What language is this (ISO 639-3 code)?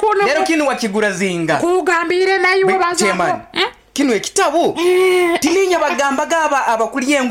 nyo